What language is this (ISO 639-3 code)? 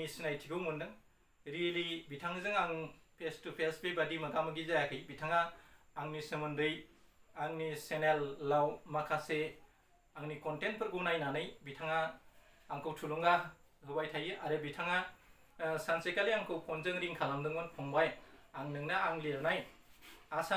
brx